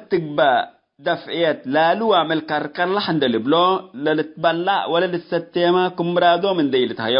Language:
Tigre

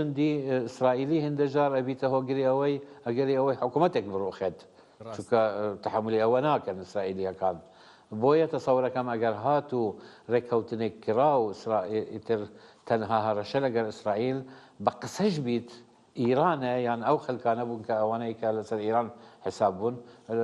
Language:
Central Kurdish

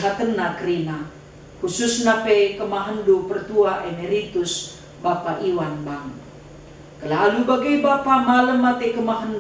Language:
Batak Karo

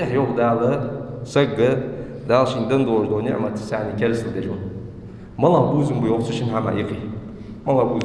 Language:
Ingush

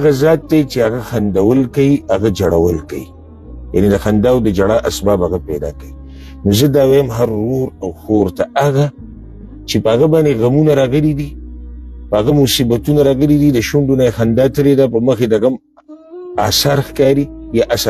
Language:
Pashto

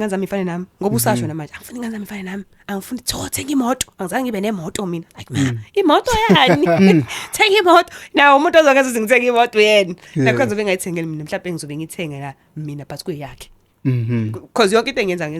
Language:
Zulu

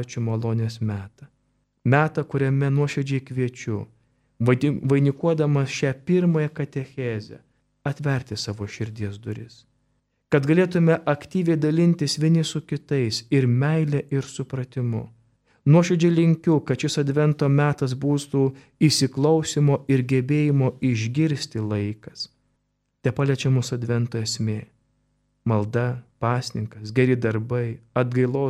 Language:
Lithuanian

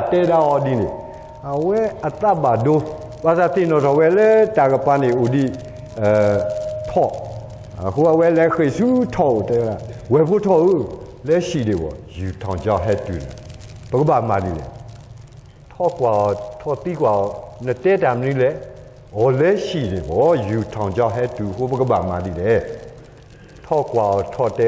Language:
S'gaw Karen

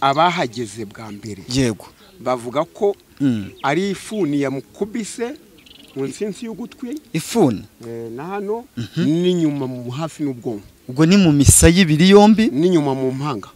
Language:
Kinyarwanda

